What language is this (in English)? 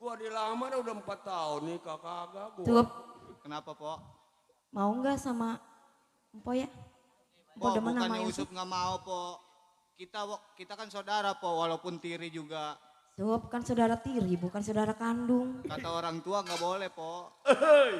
Betawi